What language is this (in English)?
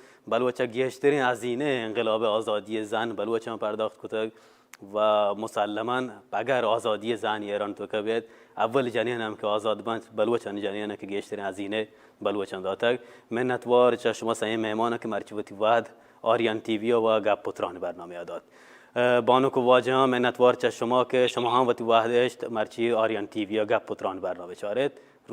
Baluchi